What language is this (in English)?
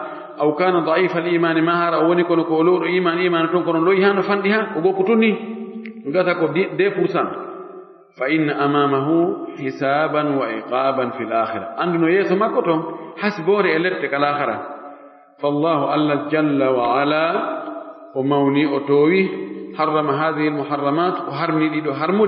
Fula